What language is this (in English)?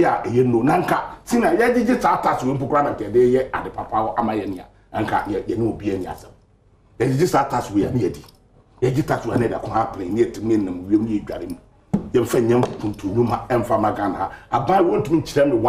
Akan